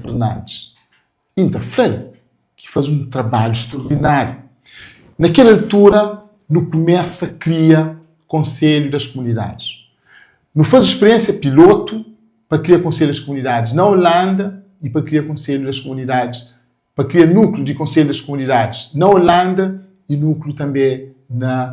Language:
Kabuverdianu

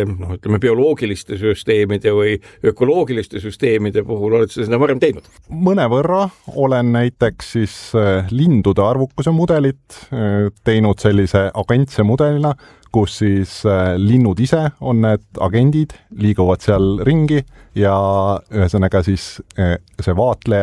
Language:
Estonian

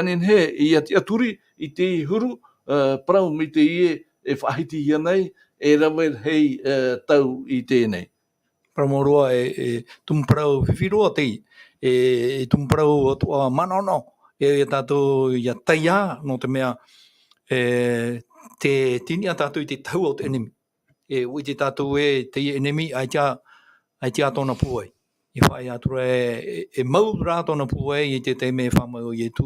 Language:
Tahitian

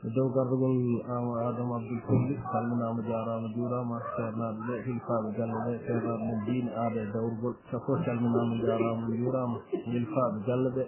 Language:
Fula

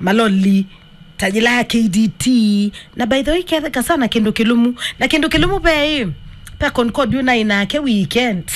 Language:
Kamba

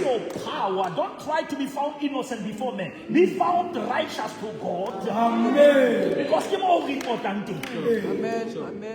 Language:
Southern Sotho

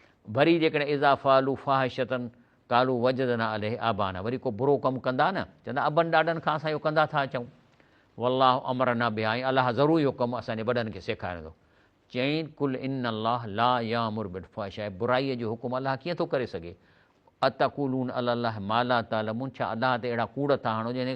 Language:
Sindhi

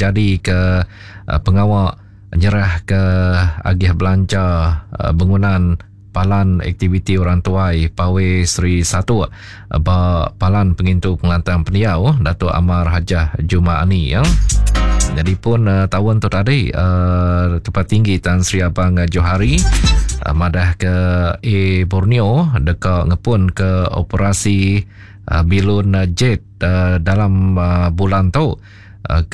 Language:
Iban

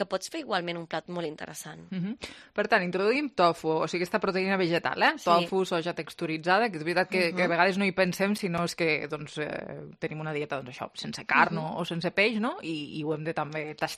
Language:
Catalan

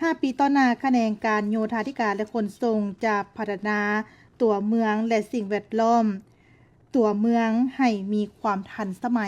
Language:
Lao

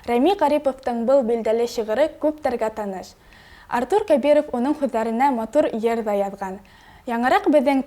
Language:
Bashkir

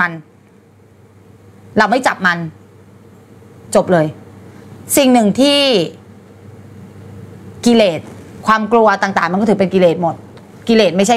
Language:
Thai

